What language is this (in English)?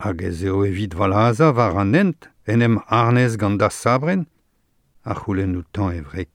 Breton